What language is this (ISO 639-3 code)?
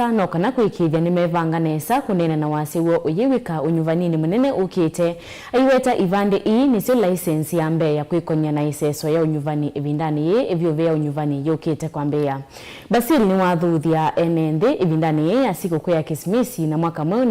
kam